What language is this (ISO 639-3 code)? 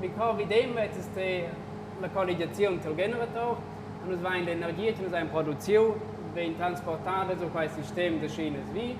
roh